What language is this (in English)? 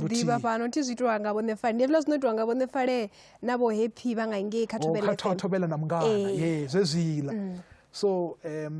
Venda